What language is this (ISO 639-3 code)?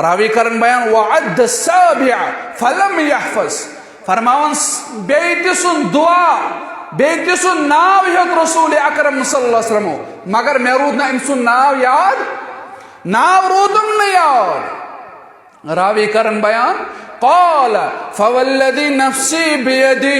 kas